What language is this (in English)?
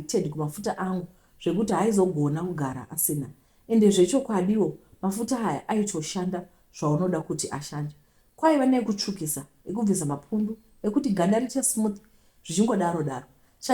Shona